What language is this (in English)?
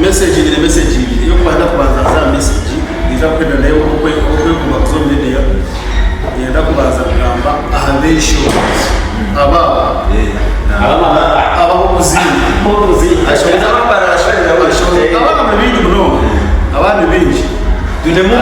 Nyankole